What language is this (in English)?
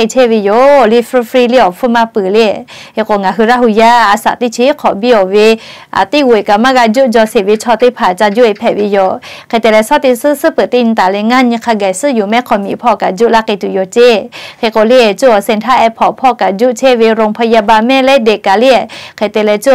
Lahu